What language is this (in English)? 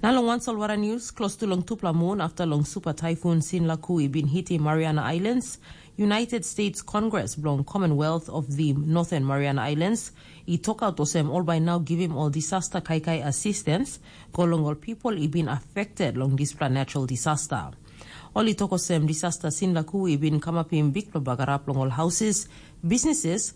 Tok Pisin